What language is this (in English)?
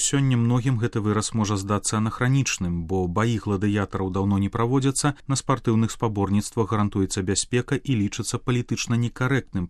Belarusian